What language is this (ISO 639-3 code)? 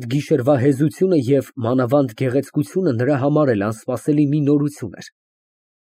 hye